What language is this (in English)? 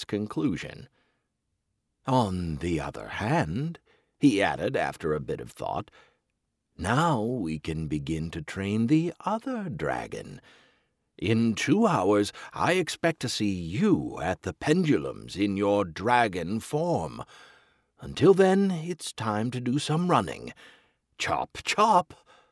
English